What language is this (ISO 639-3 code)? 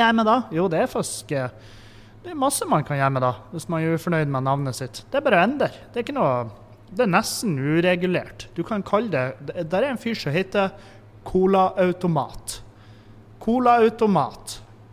nor